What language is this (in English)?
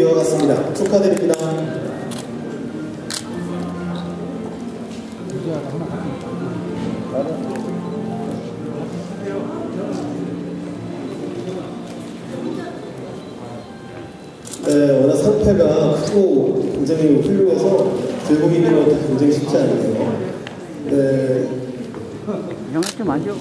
Korean